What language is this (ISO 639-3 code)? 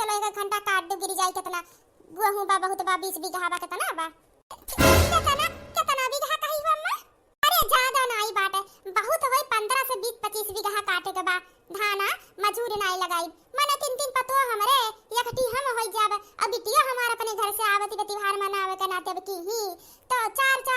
awa